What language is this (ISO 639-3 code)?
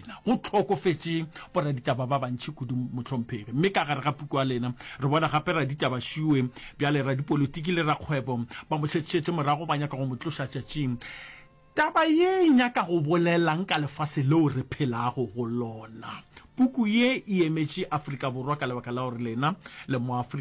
nso